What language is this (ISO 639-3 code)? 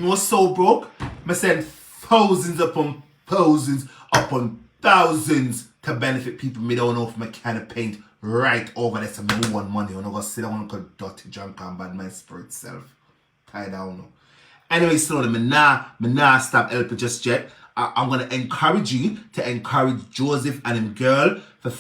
jam